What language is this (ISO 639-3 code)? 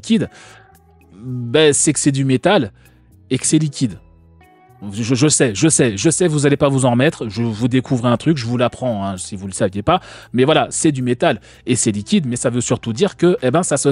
fra